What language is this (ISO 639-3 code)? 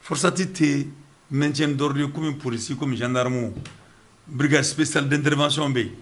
bam